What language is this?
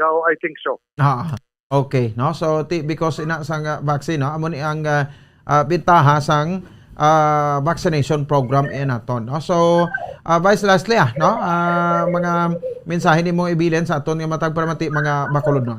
Hiligaynon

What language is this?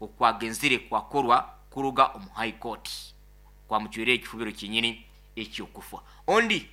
Nyoro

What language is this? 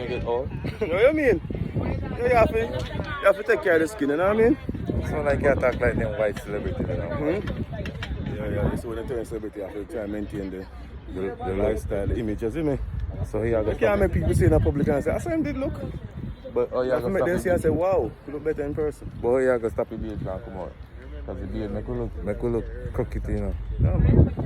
Jamaican Creole English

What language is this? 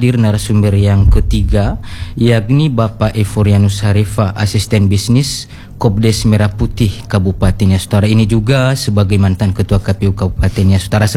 Indonesian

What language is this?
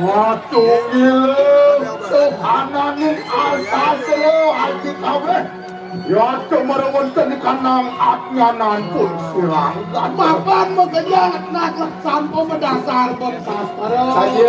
Balinese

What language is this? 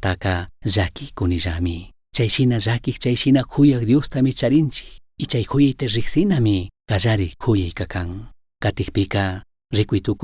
Chimborazo Highland Quichua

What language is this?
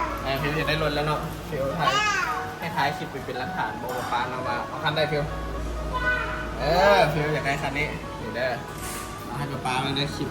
Northeastern Thai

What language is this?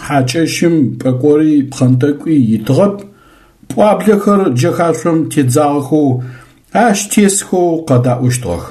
Adyghe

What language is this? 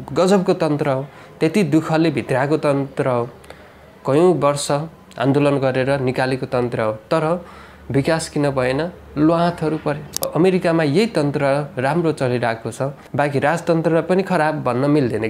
Nepali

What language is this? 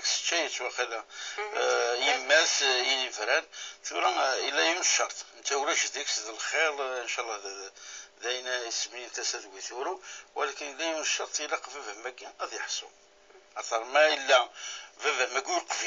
Kabyle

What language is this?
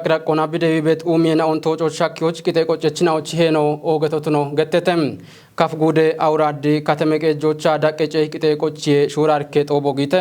Kafa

